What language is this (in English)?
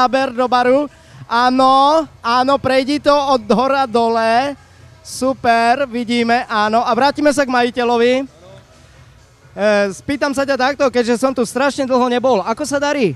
Slovak